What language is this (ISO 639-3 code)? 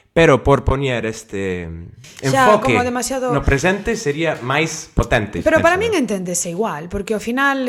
glg